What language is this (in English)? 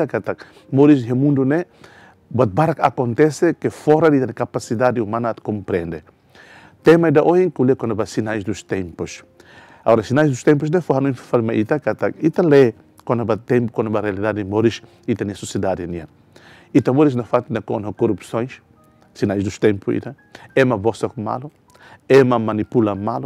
Tetum